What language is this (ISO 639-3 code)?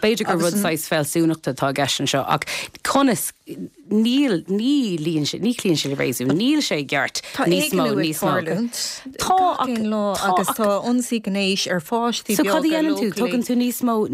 gle